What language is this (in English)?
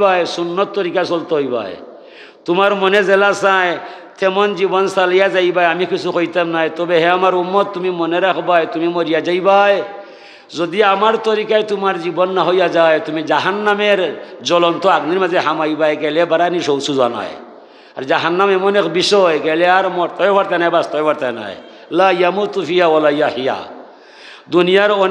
Sylheti